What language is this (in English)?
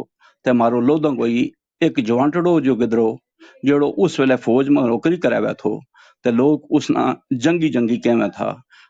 Gujari